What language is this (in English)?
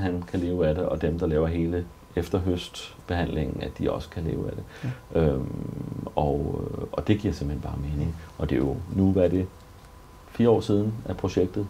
Danish